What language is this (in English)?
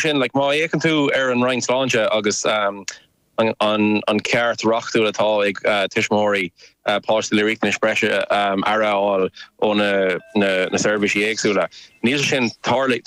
Irish